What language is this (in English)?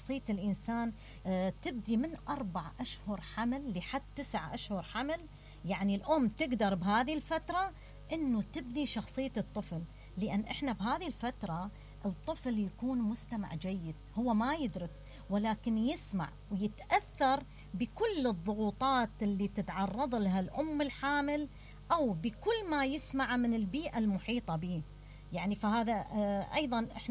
Mesopotamian Arabic